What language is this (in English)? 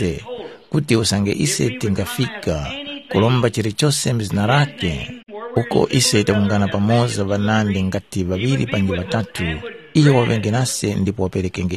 Tumbuka